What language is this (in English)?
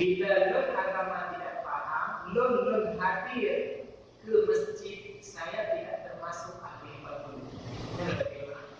Achinese